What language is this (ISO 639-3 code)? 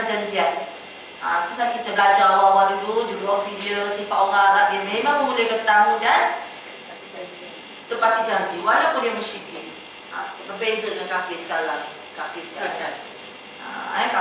msa